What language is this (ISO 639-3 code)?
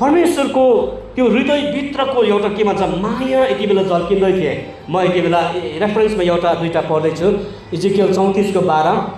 nep